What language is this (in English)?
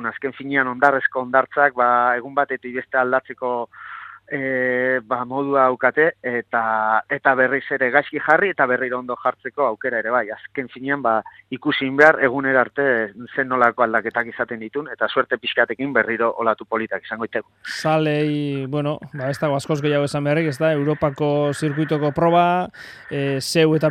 Basque